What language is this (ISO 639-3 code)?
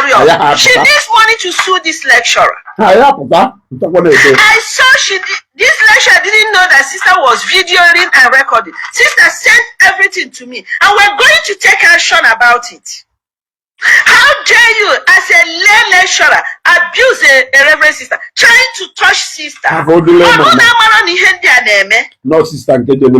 ibo